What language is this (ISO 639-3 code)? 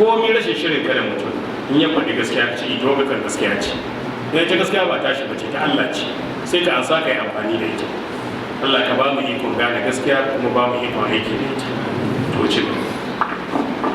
hau